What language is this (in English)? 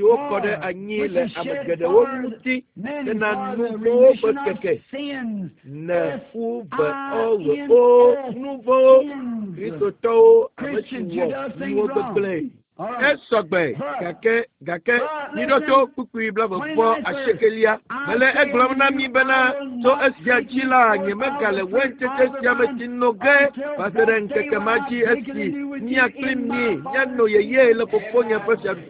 Ewe